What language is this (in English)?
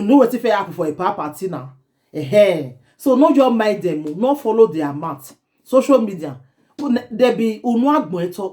Nigerian Pidgin